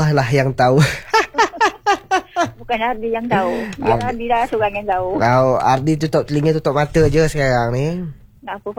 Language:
Malay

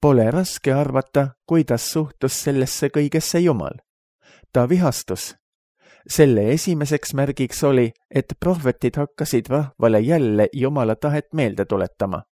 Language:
Estonian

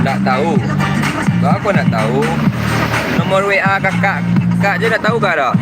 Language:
Minangkabau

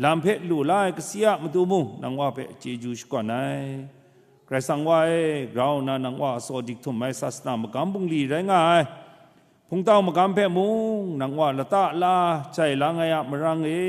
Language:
Kachin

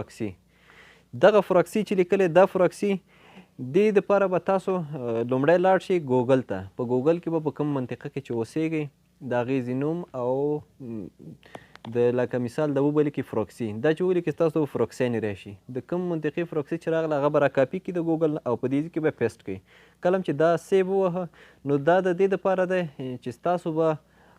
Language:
Pashto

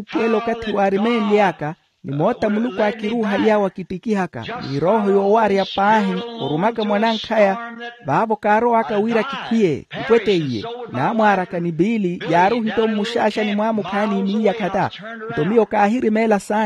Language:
Makhuwa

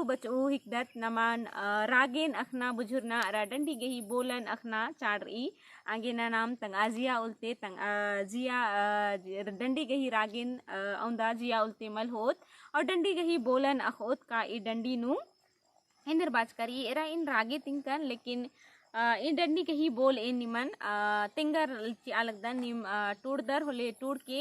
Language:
Kurukh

